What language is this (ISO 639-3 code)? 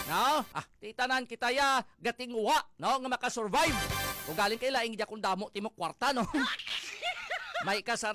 hil